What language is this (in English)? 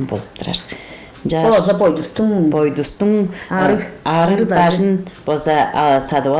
Tuvinian